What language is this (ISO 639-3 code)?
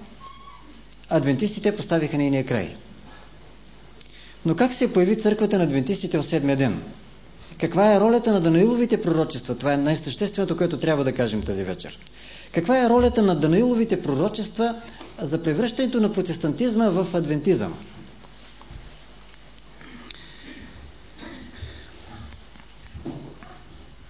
bul